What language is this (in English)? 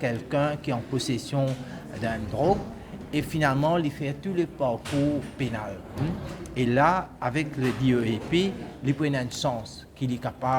Morisyen